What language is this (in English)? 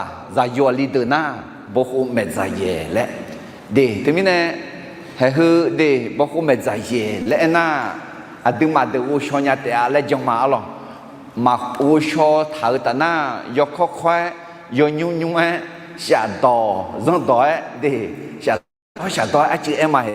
Akha